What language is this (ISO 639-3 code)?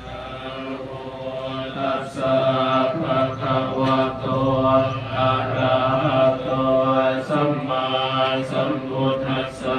pli